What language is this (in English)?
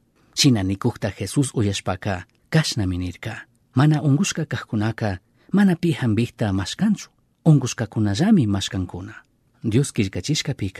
Chimborazo Highland Quichua